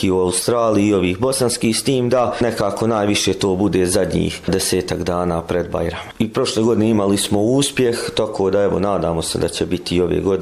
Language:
Bosnian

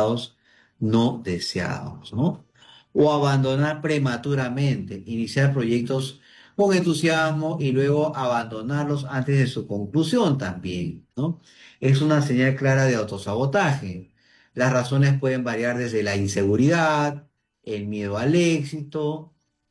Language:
Spanish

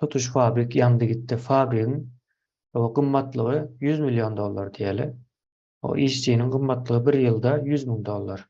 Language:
Turkmen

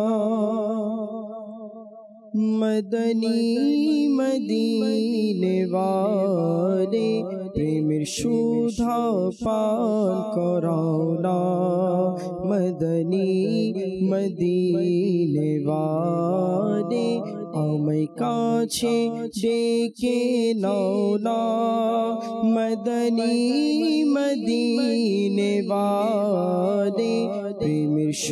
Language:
Bangla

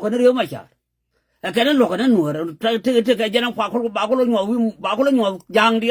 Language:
Nuer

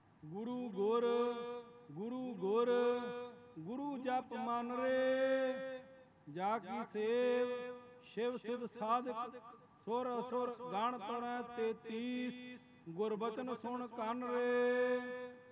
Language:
Punjabi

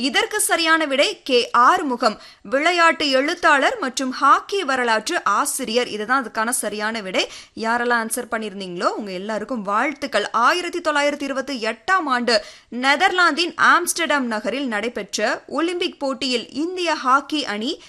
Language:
Tamil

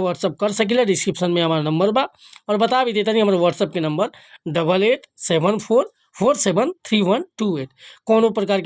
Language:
Bhojpuri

